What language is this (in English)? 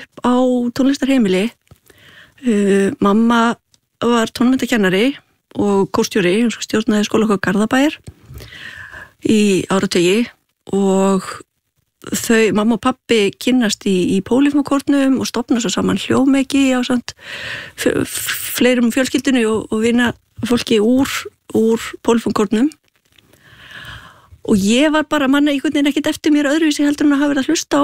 Icelandic